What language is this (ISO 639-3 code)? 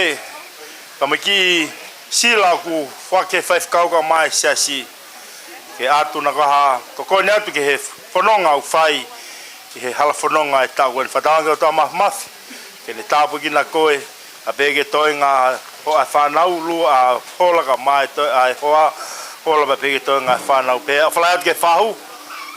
ton